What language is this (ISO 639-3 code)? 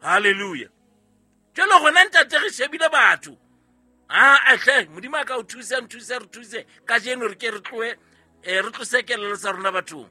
sot